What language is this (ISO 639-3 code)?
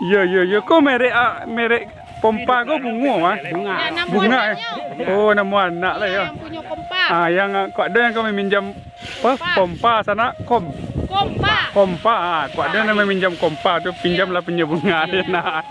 min